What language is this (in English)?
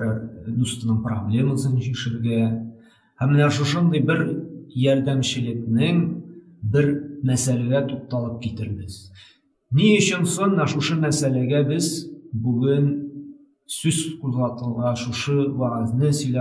Tatar